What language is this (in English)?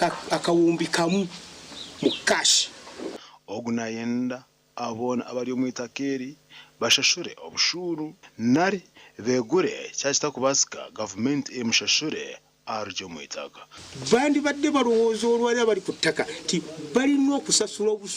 Nyankole